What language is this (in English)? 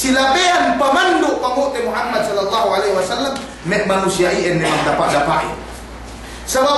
Yakan